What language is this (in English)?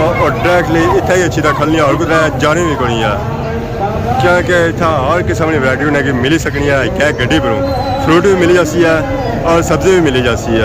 Pahari-Potwari